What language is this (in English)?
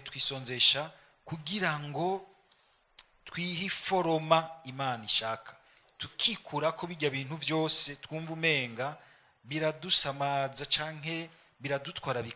Rundi